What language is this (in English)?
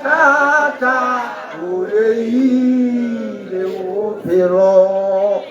Tswana